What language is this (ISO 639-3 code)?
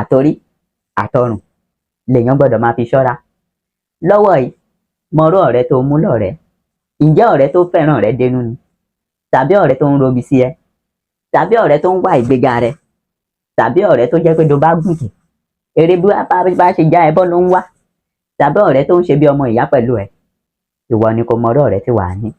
yor